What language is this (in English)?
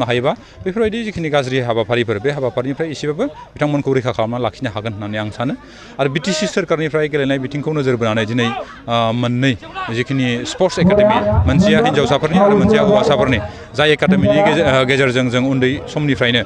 Bodo